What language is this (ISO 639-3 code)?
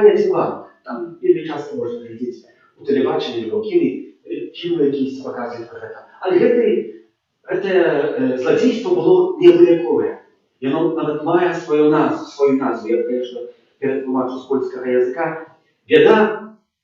bel